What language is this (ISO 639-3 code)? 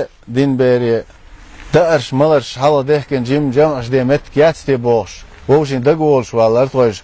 che